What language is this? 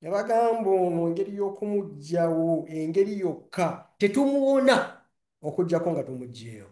Ganda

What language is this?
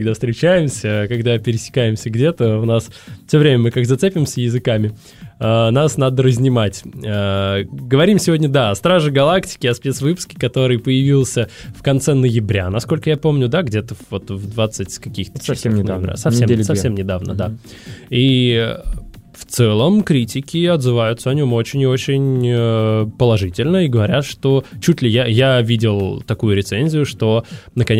Russian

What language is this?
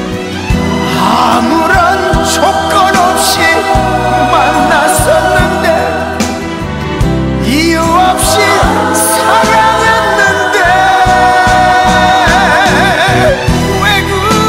Korean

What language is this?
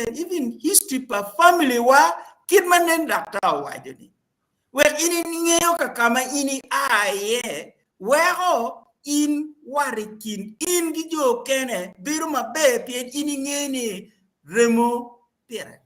Acoli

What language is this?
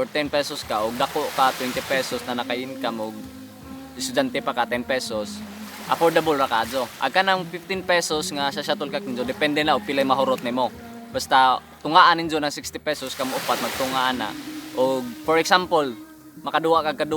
Cebuano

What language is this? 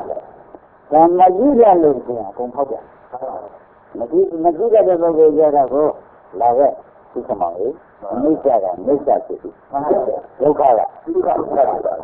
Burmese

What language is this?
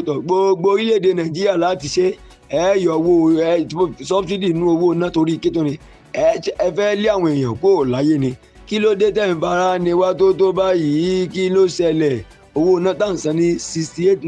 Yoruba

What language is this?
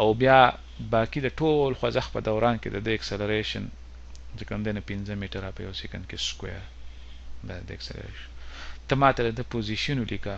Pashto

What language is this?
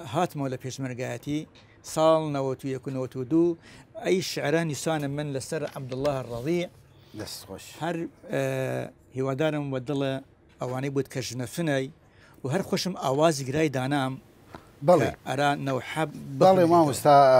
Southern Kurdish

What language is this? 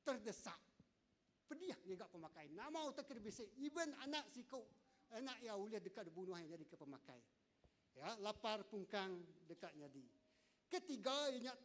Iban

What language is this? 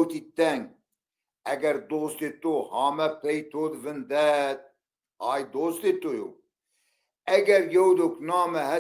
Zaza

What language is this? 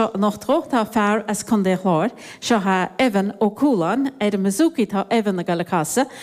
Irish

